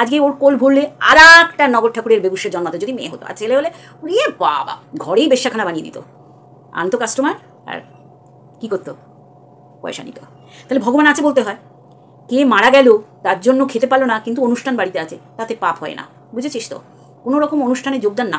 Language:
Bangla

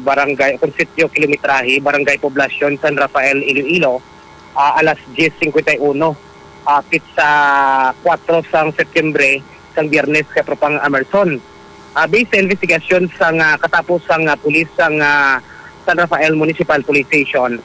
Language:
Hiligaynon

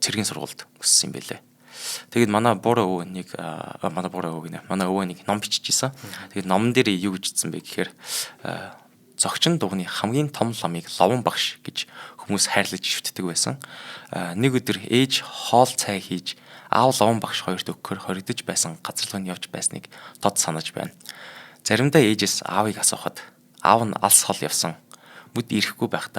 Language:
Mongolian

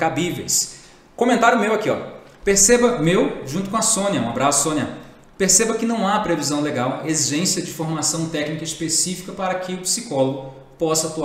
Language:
Portuguese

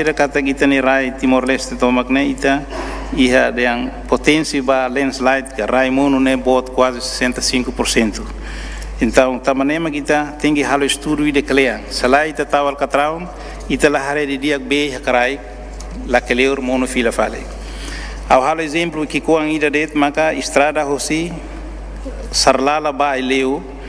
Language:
Tetum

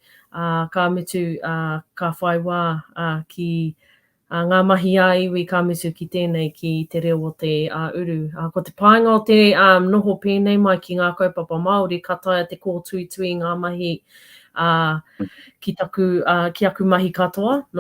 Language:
Māori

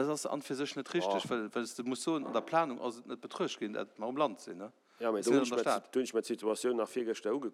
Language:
Luxembourgish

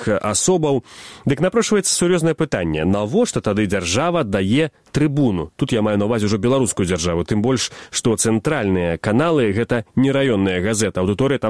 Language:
Belarusian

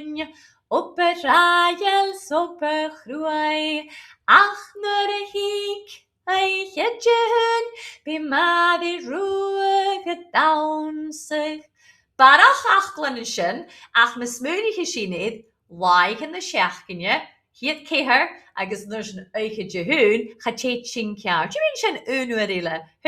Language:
Scottish Gaelic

